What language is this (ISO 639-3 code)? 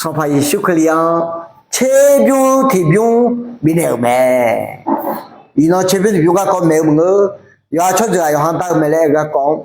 ahk